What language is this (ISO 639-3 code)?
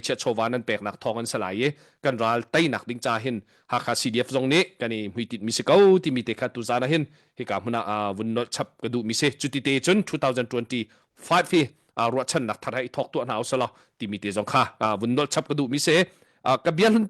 cnh